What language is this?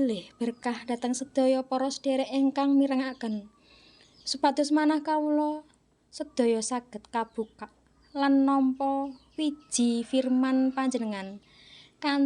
Javanese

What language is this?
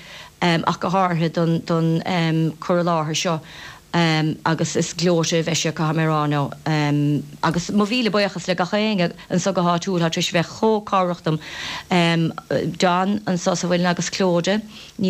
Irish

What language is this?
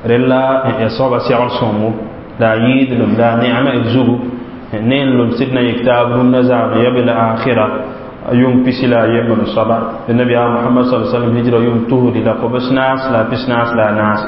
Mossi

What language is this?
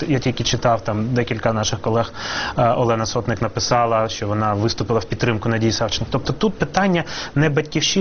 Ukrainian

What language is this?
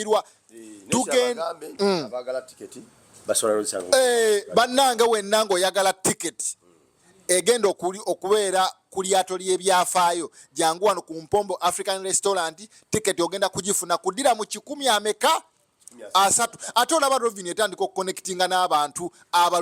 Ganda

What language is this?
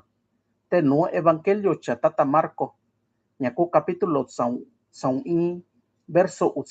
Mixtepec Mixtec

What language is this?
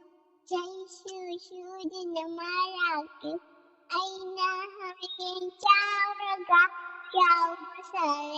Manipuri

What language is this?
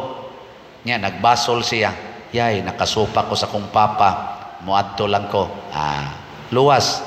Cebuano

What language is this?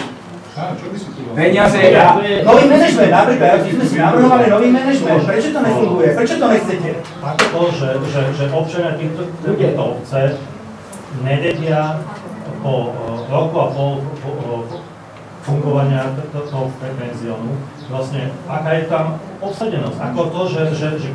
Slovak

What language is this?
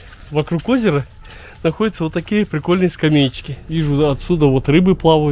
Russian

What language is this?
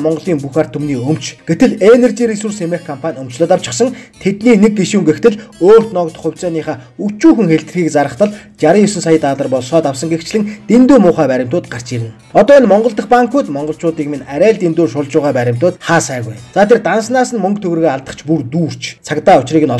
Mongolian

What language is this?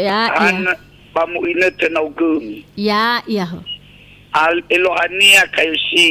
Nias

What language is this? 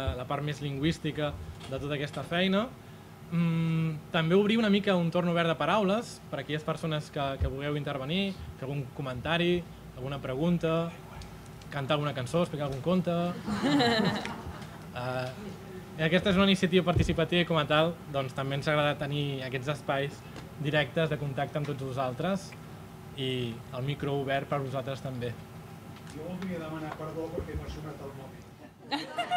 Catalan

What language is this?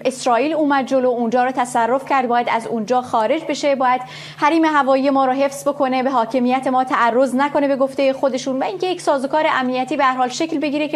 Persian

